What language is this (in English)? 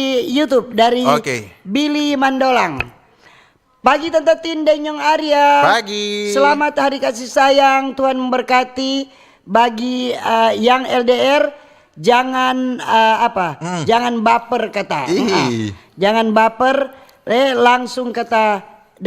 Manado Malay